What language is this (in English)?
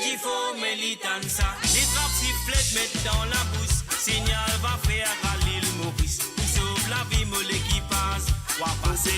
Morisyen